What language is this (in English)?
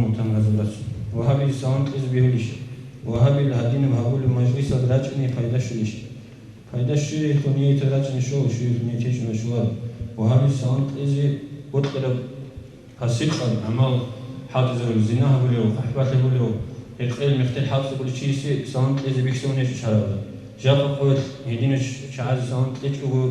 Avaric